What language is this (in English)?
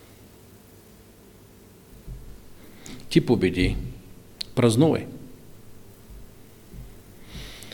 Bulgarian